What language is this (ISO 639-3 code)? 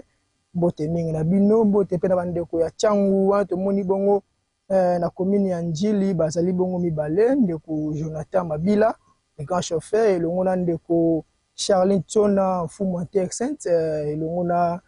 lin